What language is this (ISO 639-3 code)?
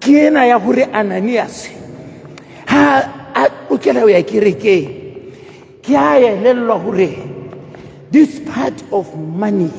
sot